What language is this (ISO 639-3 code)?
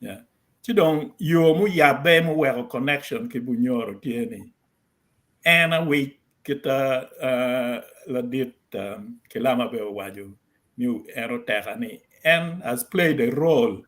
ach